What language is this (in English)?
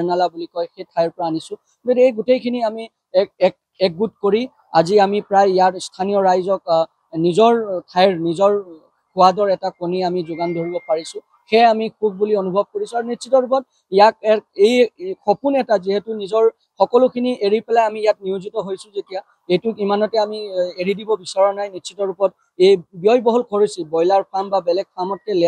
Assamese